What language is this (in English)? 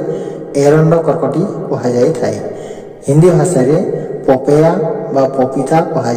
Odia